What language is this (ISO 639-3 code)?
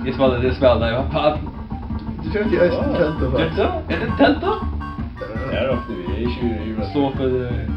fao